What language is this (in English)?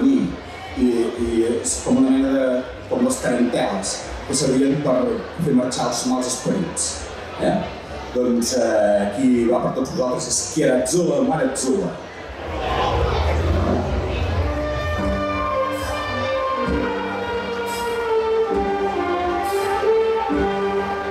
Catalan